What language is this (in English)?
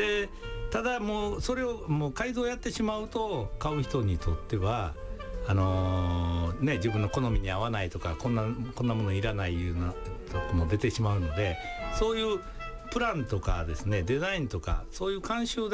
Japanese